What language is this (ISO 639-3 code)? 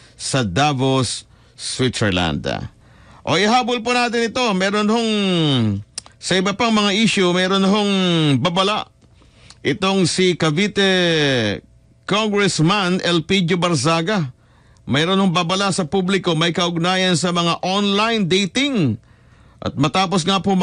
fil